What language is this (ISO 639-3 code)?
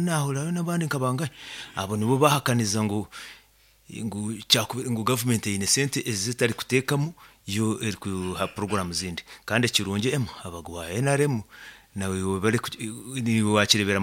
nyo